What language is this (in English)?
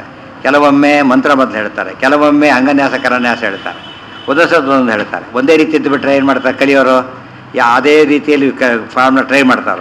Kannada